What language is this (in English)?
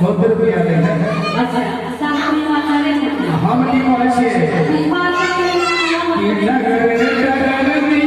Maithili